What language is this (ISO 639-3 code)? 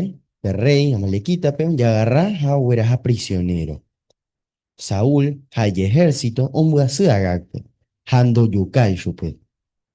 grn